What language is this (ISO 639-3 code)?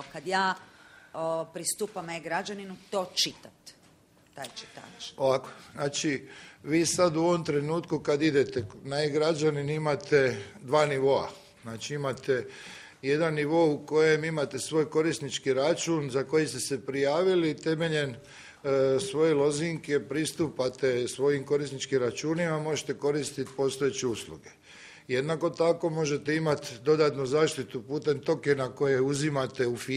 hrv